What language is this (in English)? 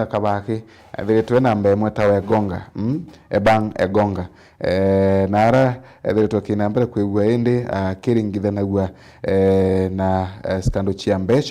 Meru